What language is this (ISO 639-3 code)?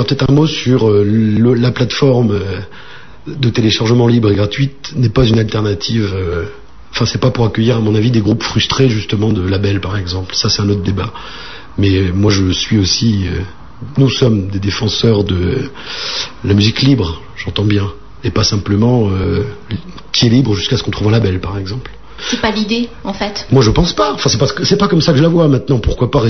fra